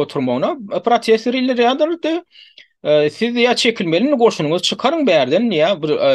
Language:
Turkmen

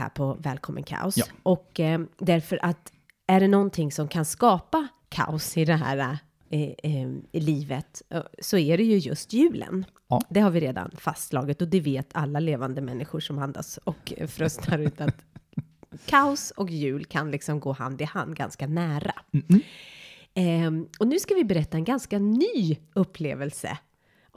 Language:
Swedish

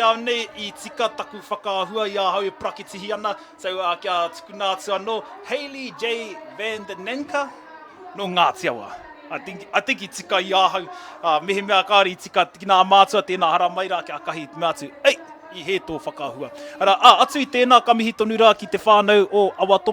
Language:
Māori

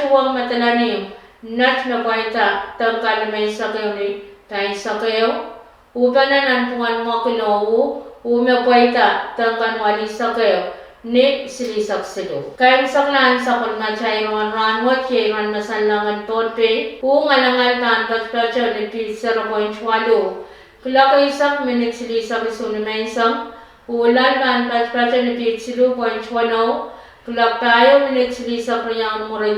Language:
Pohnpeian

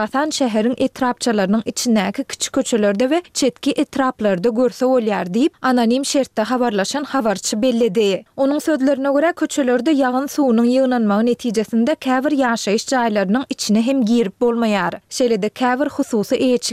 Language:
Turkmen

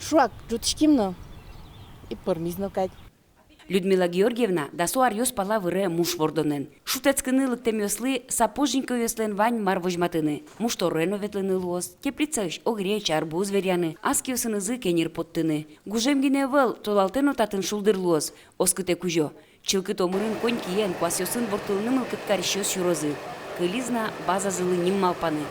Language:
Udmurt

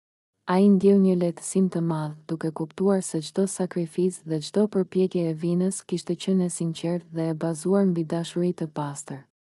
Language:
Albanian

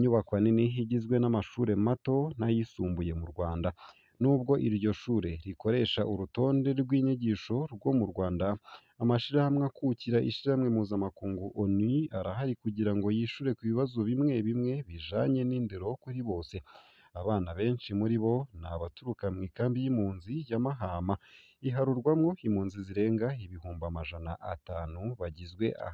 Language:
Rundi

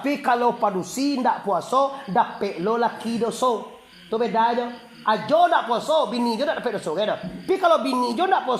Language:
Minangkabau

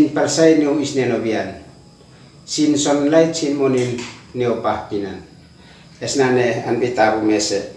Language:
Uab Meto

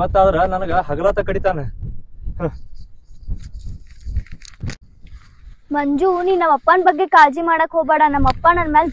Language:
Kannada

